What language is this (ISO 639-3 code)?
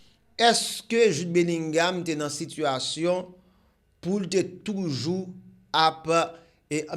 hat